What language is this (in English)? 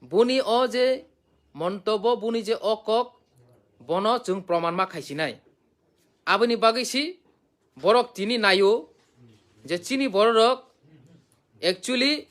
Kok Borok